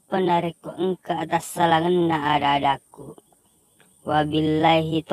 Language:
Buginese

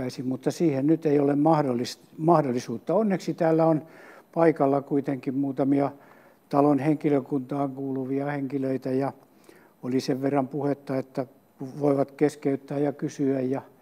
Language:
Finnish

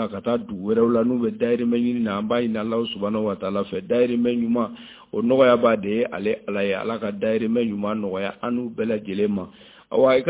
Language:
Bambara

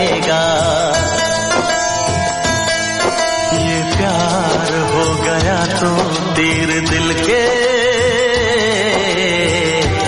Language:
Punjabi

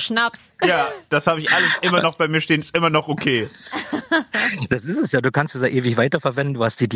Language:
German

